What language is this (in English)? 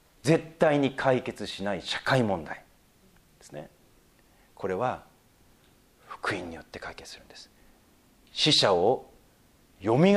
Japanese